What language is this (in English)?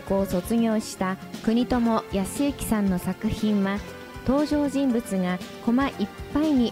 Japanese